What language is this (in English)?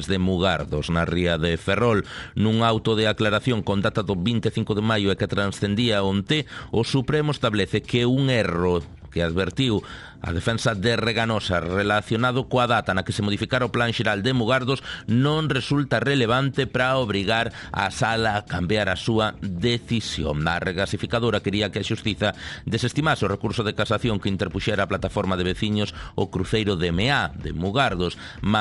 Galician